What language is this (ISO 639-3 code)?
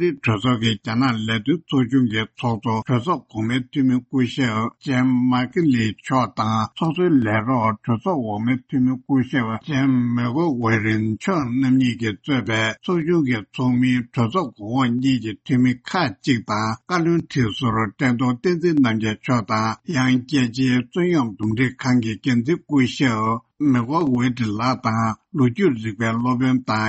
bod